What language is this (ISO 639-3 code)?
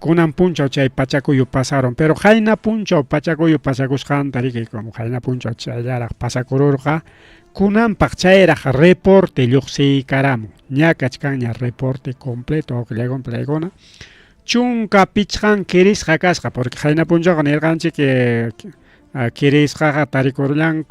quy